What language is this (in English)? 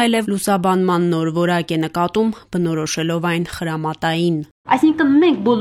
Armenian